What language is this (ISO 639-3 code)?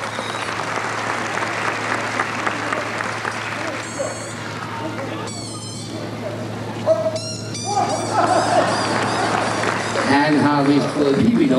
dan